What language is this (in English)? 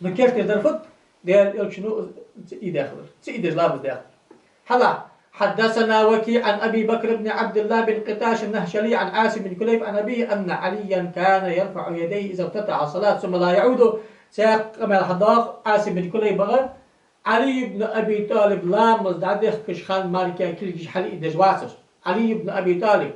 Ingush